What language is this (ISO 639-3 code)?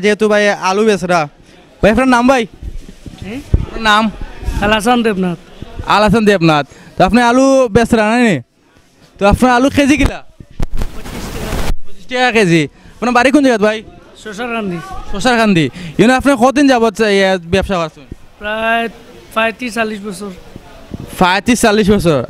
syl